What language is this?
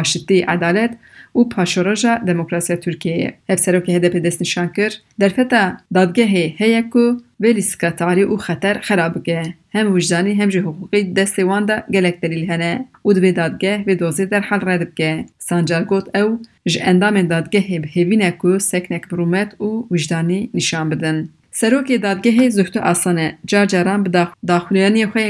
Kurdish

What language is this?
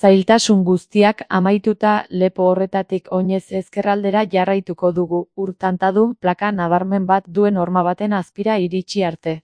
Basque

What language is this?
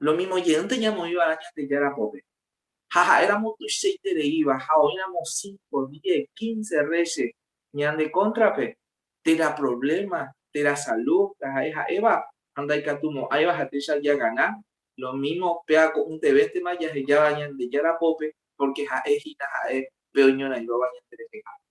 Guarani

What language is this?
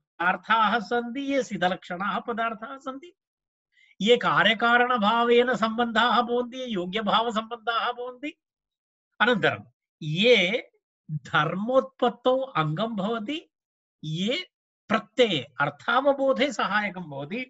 Sanskrit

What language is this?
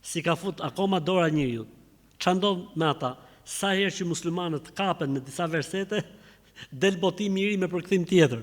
Albanian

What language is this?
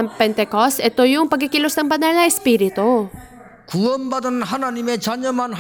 Filipino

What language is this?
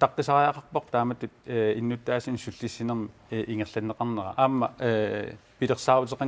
Kalaallisut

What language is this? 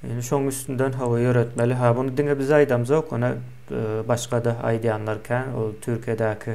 Turkmen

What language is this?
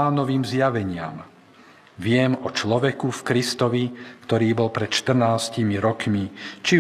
Slovak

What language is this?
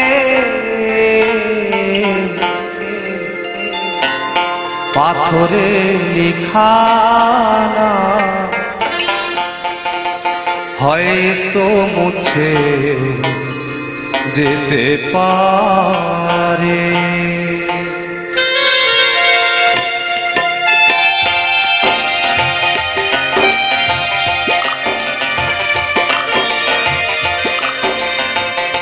Bangla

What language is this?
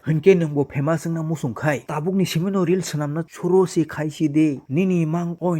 Kok Borok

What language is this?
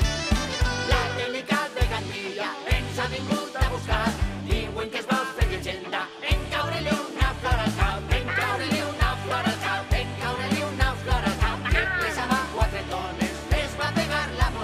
Catalan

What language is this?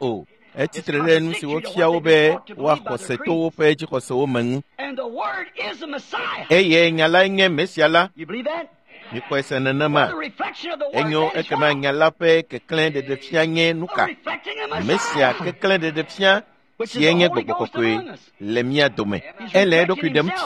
Ewe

